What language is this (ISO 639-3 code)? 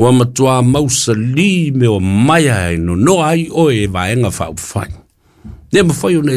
smo